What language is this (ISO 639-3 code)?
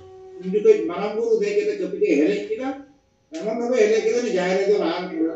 sat